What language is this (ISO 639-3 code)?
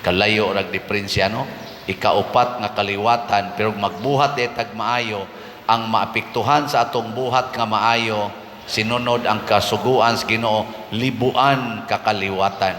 ceb